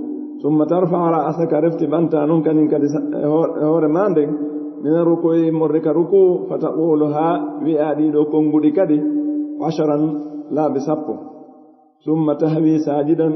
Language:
Fula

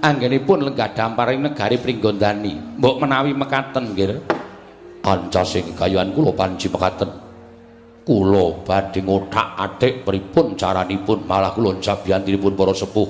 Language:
Javanese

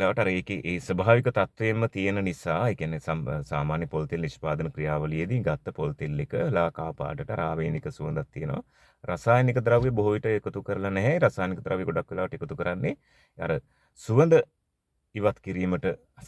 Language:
Sinhala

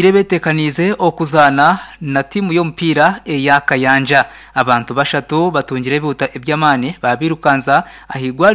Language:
Nyankole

